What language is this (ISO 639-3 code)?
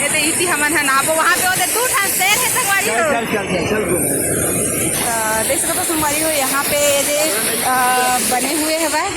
hne